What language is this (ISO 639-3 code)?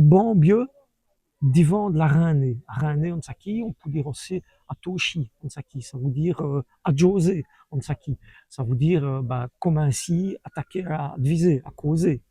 wln